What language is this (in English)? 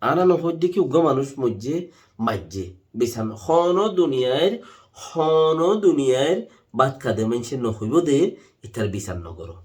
Rohingya